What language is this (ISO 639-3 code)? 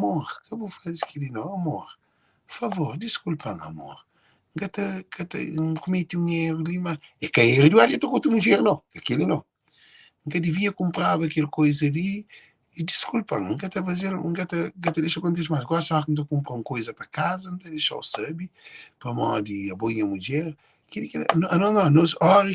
kea